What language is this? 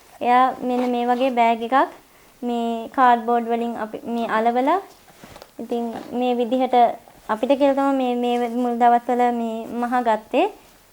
Sinhala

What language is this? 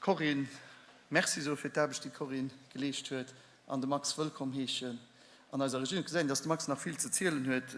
Luxembourgish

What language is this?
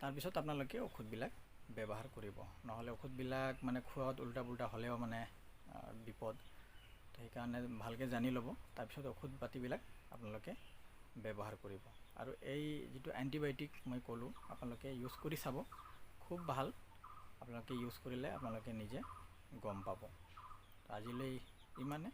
Assamese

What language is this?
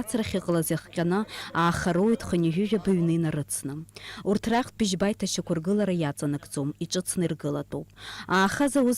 Abkhazian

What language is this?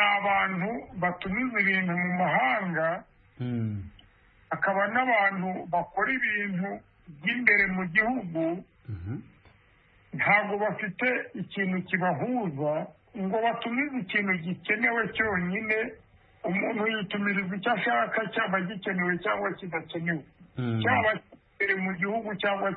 Kinyarwanda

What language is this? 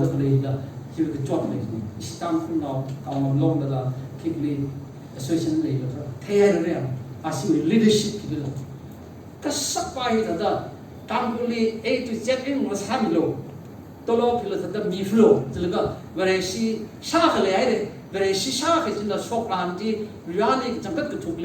Tangkhul Naga (India)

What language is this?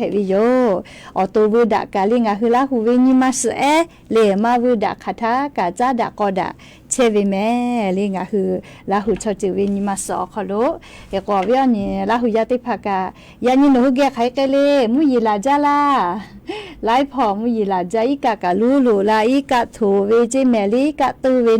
Lahu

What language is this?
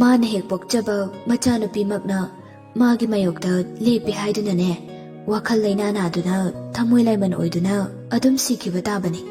Manipuri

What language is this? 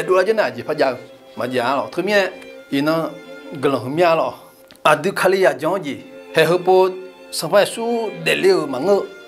Akha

